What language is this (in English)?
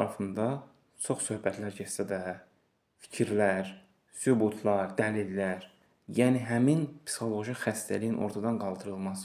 Azerbaijani